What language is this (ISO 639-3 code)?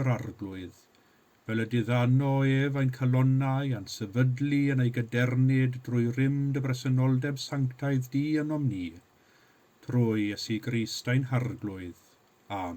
cym